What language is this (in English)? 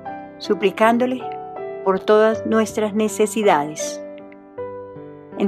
Spanish